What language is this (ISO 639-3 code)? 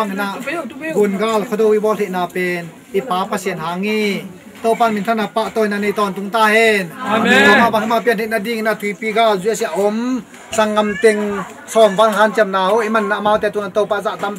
ctd